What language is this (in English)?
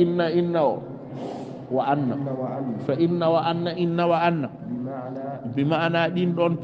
Fula